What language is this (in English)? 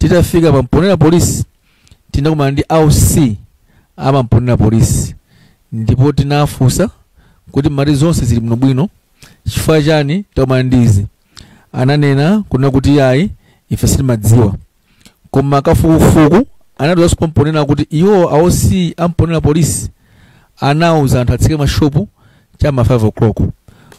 Nyanja